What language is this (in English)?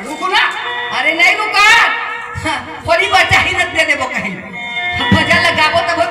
Chhattisgarhi